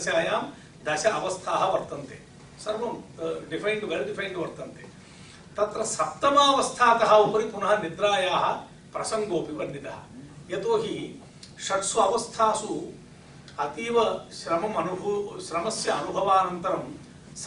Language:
Sanskrit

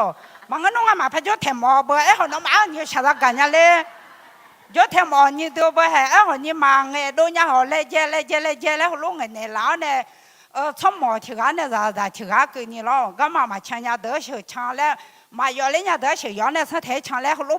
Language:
Akha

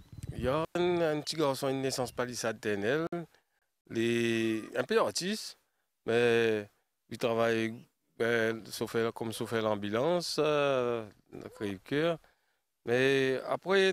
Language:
French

